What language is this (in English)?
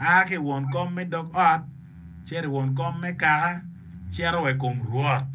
Acoli